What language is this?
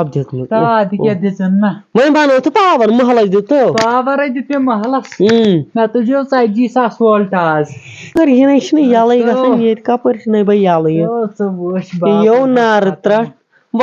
Kashmiri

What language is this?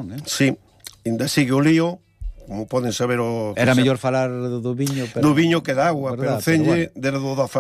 Galician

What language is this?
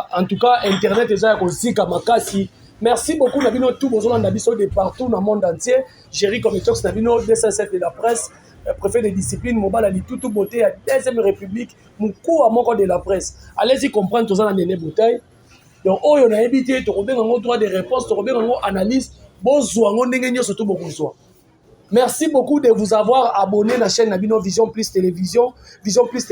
Lingala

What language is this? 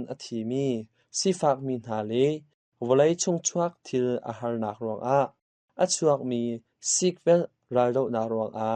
Hakha Chin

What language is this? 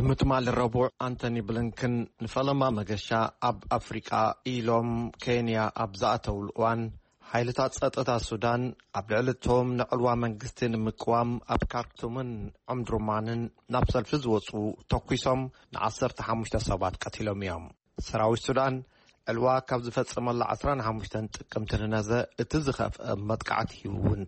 Tigrinya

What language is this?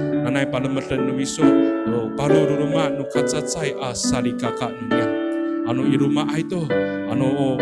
Amis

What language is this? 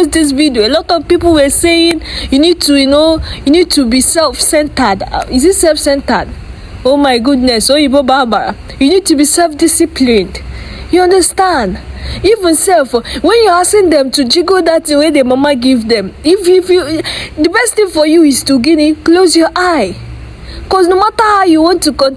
Nigerian Pidgin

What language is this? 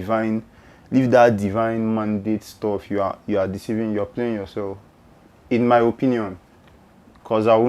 Igbo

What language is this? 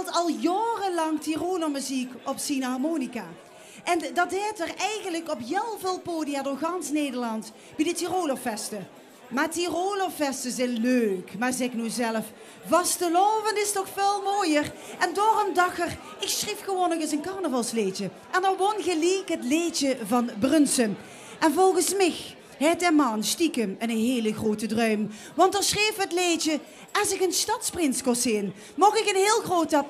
Limburgish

